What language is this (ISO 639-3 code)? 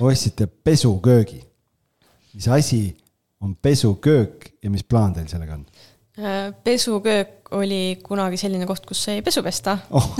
est